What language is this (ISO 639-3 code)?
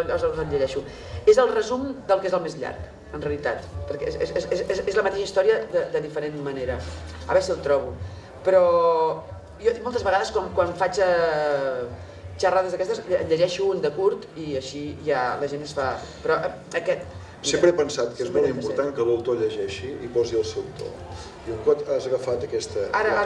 cat